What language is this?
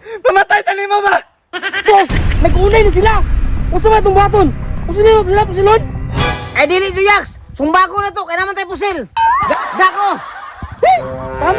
Cebuano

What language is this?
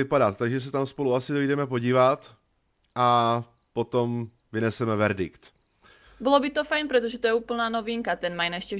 Czech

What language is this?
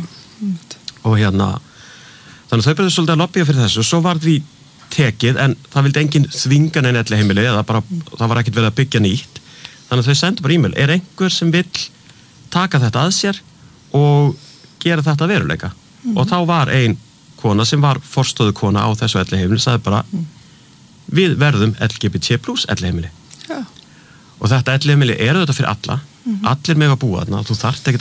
Icelandic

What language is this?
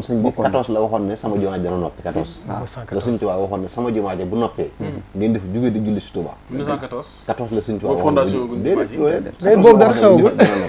Wolof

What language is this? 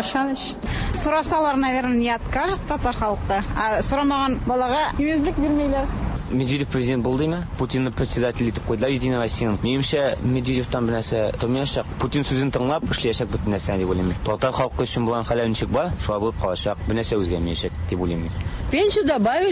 Tatar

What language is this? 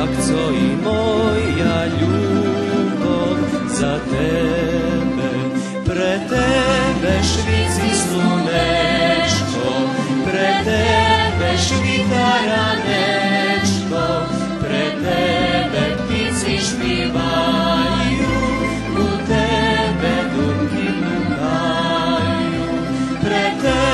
Rusyn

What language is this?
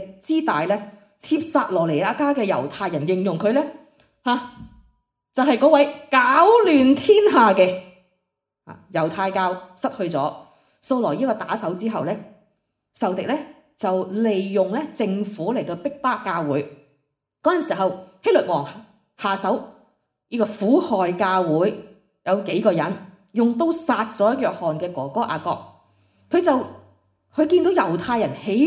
Cantonese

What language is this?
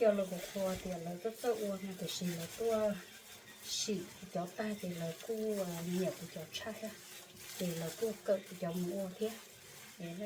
Hmong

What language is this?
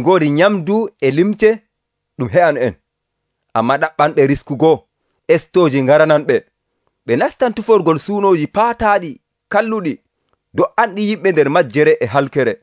Nigerian Fulfulde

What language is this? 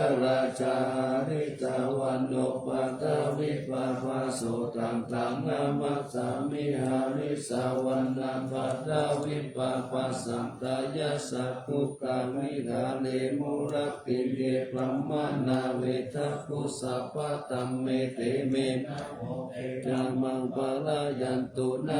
Pali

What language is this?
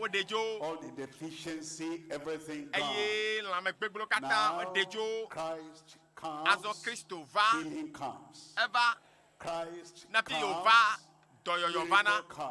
Ewe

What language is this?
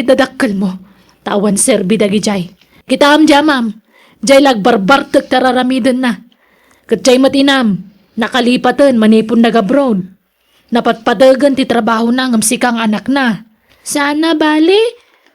Iloko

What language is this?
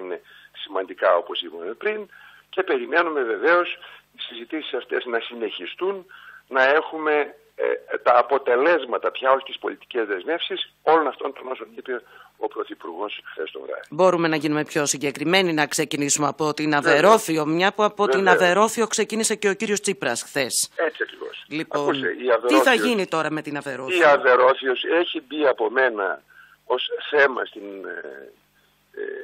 Greek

